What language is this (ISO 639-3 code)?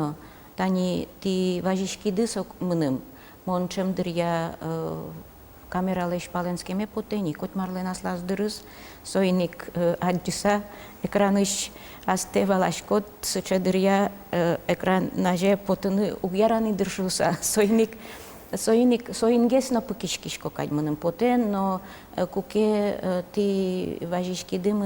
udm